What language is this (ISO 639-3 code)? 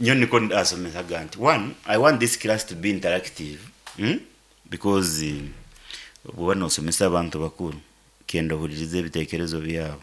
nyn